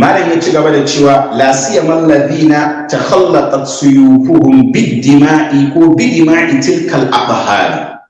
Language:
Hausa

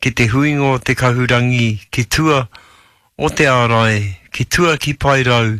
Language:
Māori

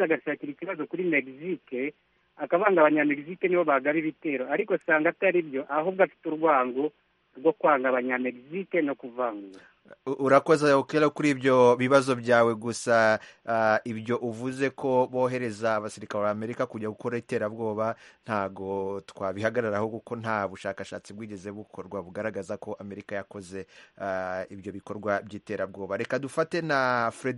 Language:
Kinyarwanda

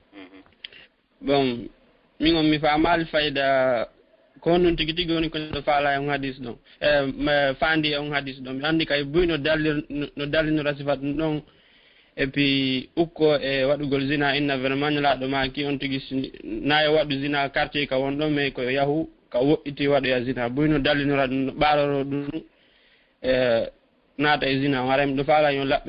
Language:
Fula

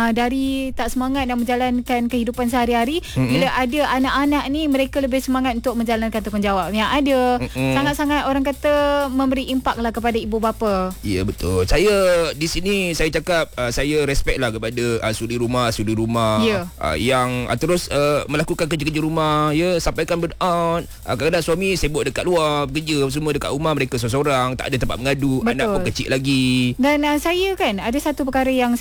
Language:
Malay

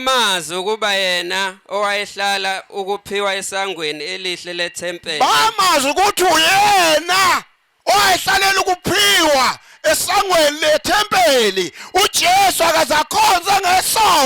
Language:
Zulu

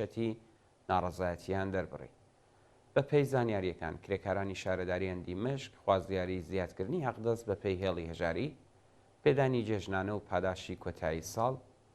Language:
Central Kurdish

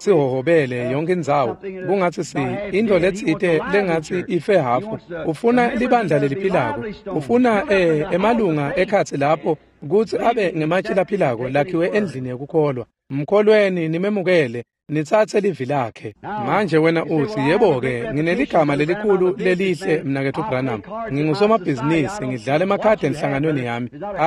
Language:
Swati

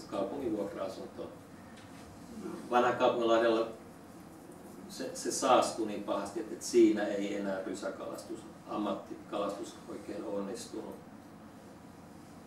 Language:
Finnish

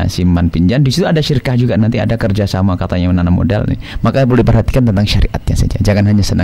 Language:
Indonesian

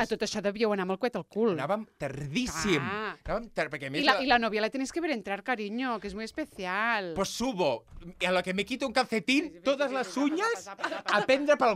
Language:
Catalan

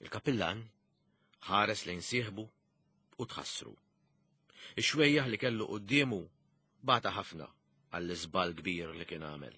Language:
Maltese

